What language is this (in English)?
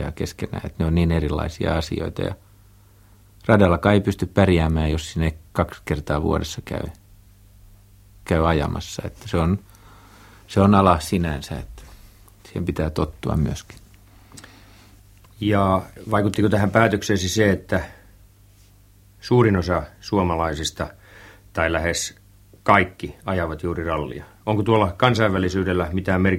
Finnish